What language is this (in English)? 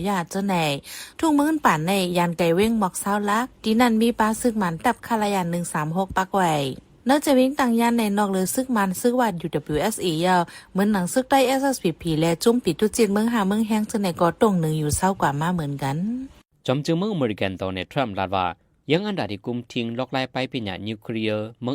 Shan